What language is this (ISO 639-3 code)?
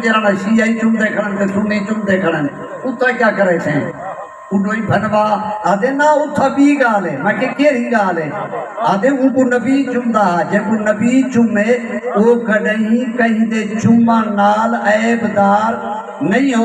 skr